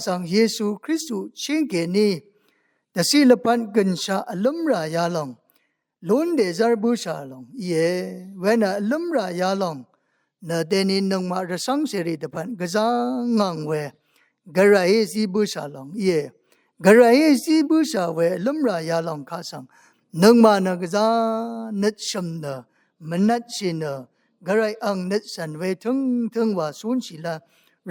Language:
Rawang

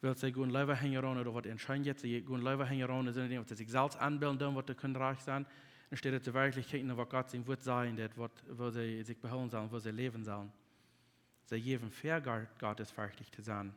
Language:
Plautdietsch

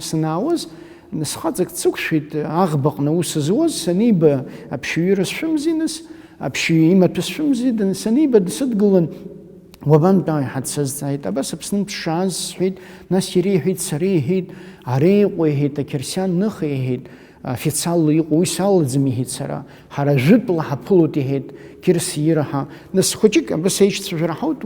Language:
Abkhazian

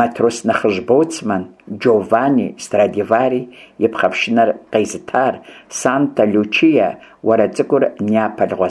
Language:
Kabardian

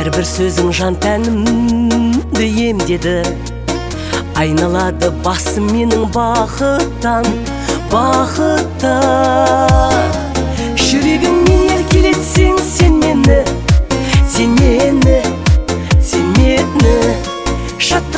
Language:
Kazakh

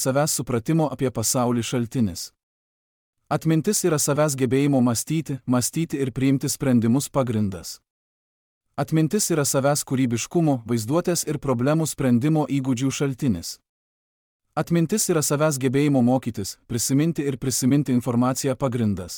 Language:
Lithuanian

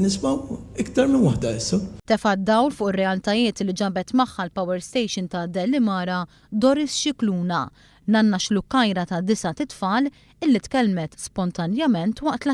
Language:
Maltese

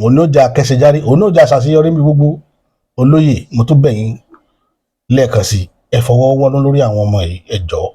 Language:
Yoruba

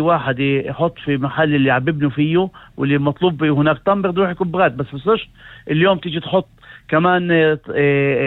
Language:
North Levantine Arabic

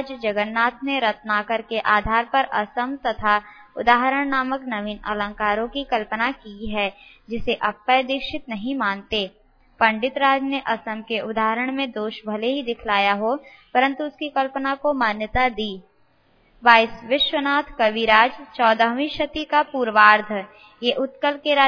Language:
Hindi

